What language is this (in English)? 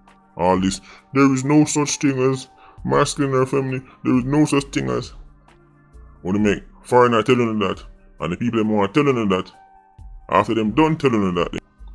Jamaican Creole English